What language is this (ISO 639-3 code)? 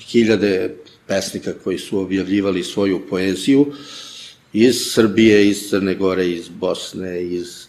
srp